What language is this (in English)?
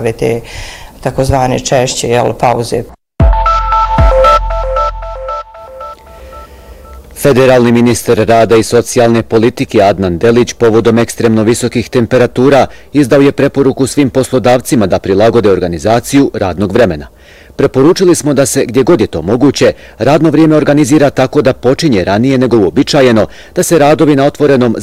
Bosnian